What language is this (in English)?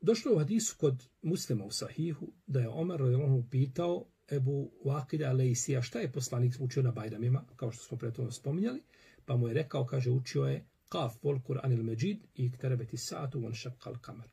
Bosnian